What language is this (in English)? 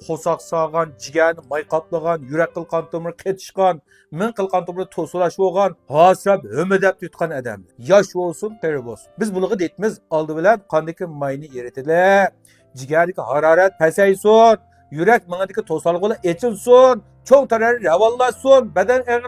Uyghur